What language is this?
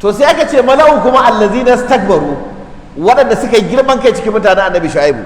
Hausa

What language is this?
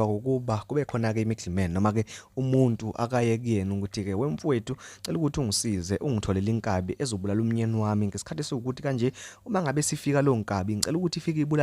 Zulu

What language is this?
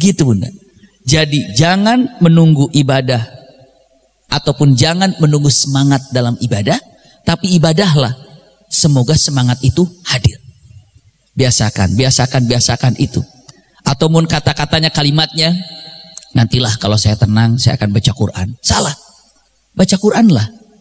Indonesian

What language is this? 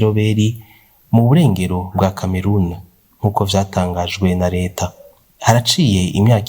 Rundi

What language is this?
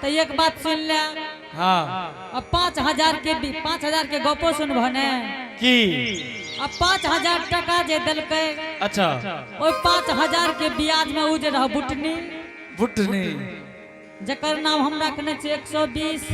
Angika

